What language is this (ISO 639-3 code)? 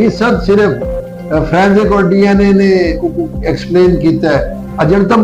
skr